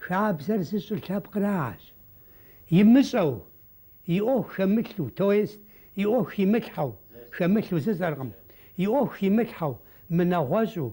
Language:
Kabardian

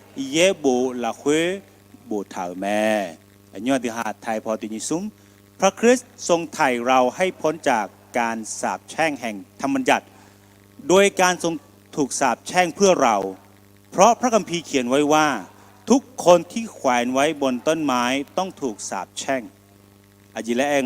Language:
Akha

